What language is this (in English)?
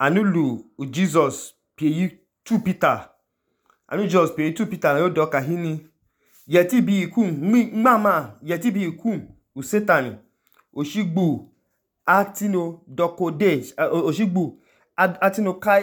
Idoma